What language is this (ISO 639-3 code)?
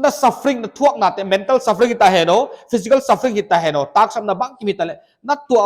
pck